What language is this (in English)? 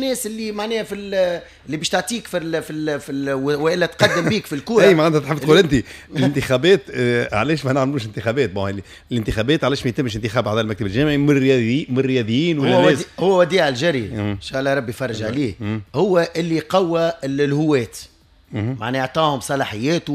Tunisian Arabic